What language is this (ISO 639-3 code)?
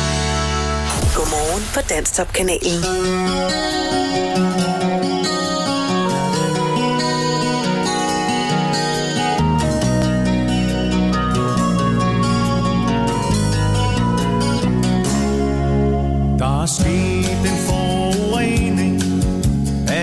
dan